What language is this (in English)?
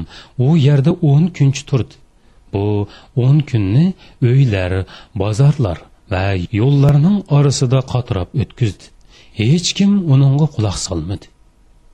Uyghur